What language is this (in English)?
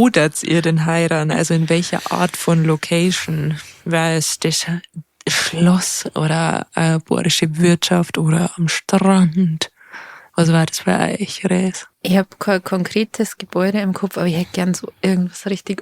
Bavarian